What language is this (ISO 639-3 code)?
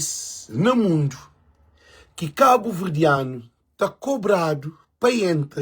kea